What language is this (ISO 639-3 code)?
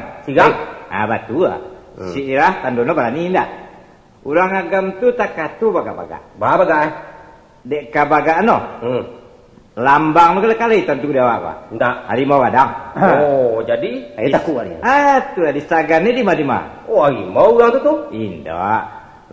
min